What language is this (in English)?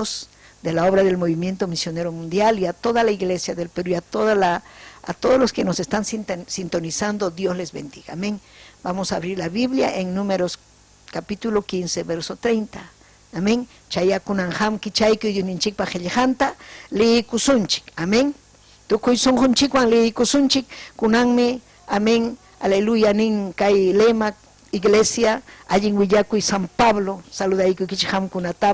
Ayacucho Quechua